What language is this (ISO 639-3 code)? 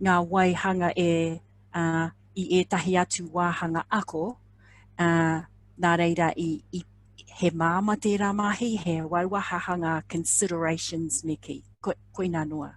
mri